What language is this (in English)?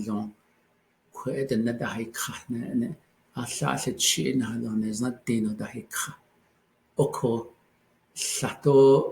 Navajo